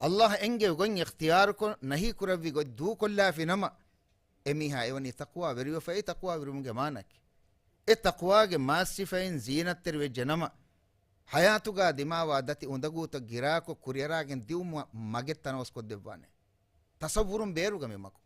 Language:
Divehi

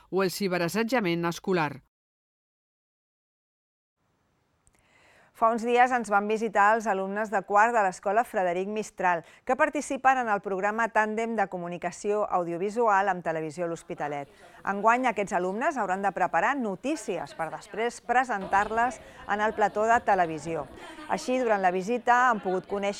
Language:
Catalan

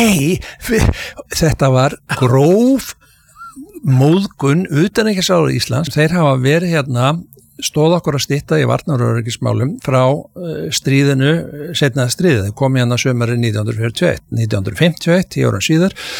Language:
Icelandic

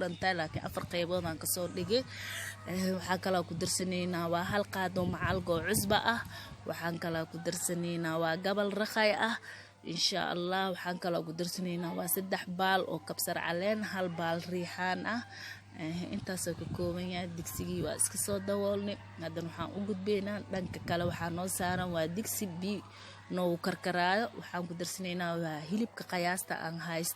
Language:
Somali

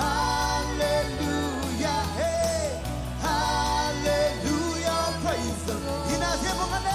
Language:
Marshallese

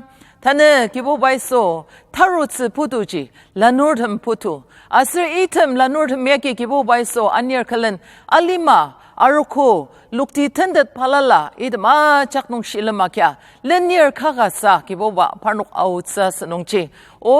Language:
Ao Naga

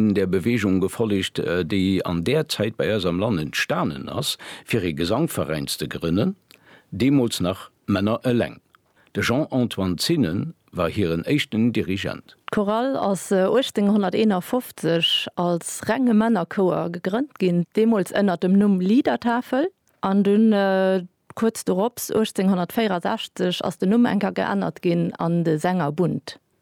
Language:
Luxembourgish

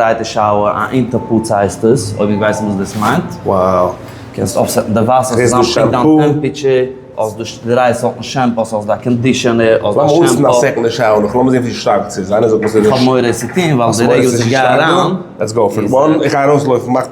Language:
Yiddish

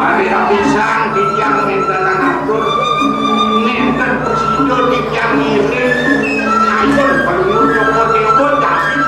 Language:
Balinese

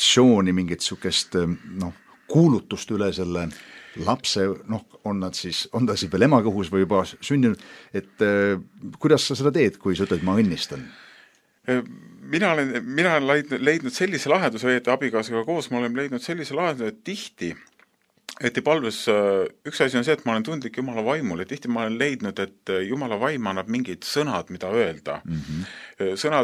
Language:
Estonian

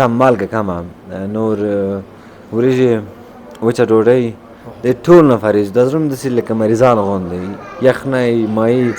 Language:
Pashto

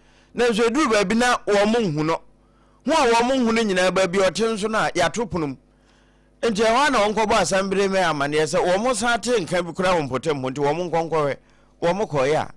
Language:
Akan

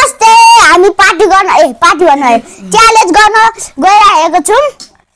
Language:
Nepali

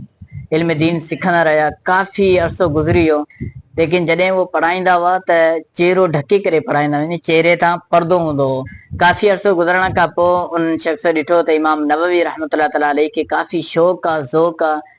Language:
Sindhi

